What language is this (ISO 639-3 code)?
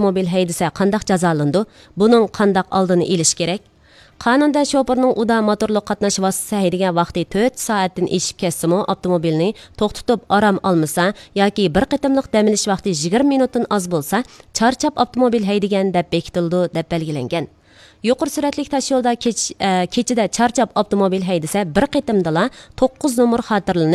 uig